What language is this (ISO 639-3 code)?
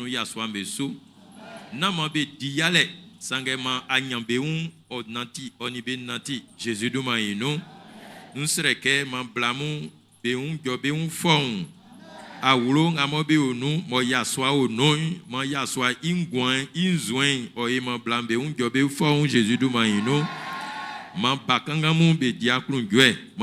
bci